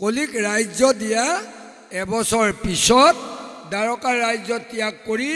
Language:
Assamese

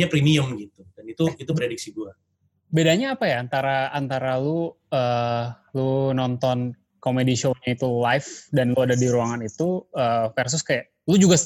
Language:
Indonesian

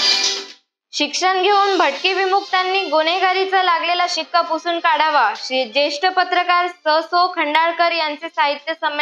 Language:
Marathi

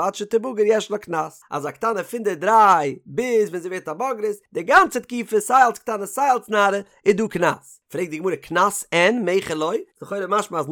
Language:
Yiddish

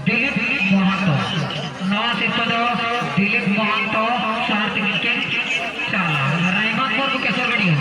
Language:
Santali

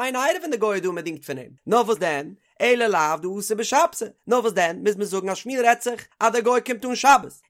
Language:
Yiddish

